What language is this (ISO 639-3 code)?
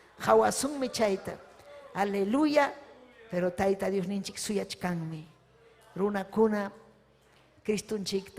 quy